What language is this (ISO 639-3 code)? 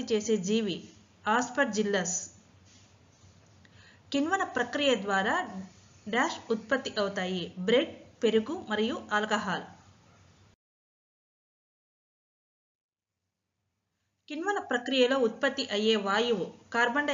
tel